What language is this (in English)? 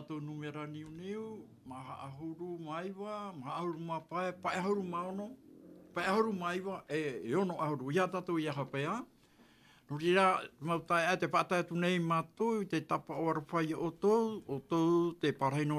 Tahitian